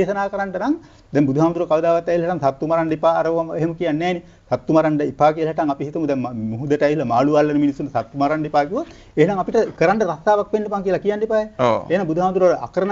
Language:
Sinhala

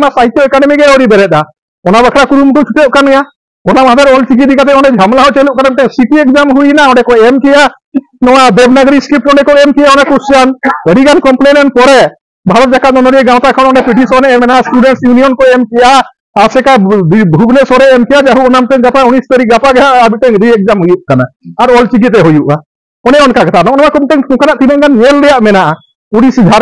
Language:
Santali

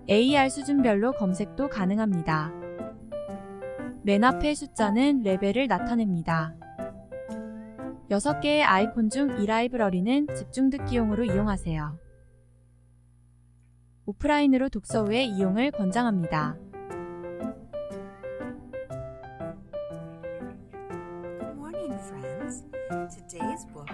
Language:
Korean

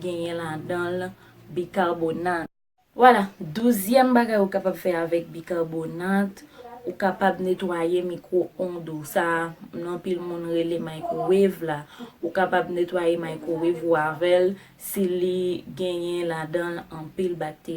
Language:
Haitian Creole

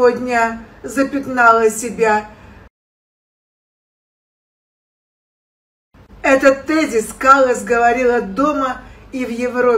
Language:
Russian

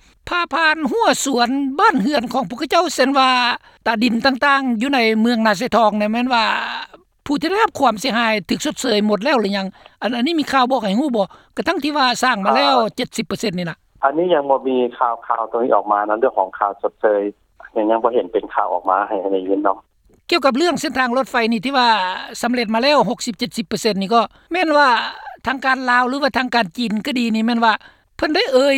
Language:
Lao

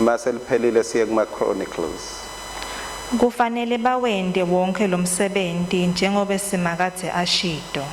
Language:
Swati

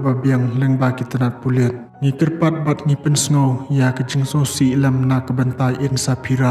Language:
Khasi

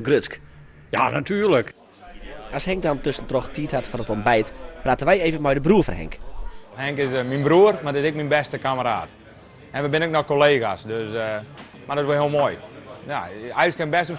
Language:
Western Frisian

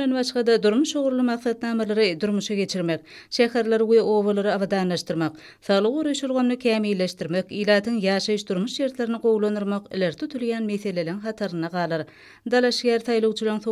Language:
Turkmen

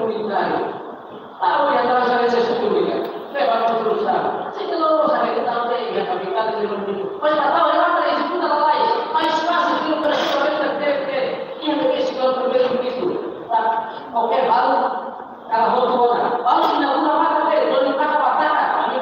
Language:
Tetum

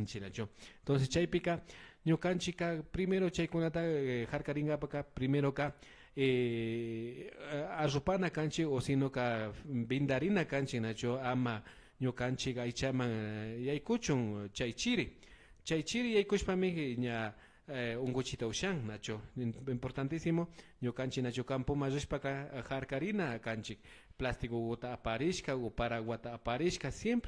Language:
Imbabura Highland Quichua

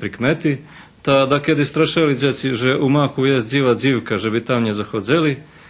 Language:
Rusyn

